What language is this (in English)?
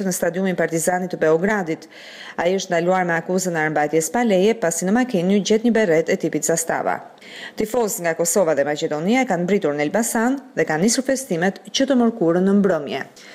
Albanian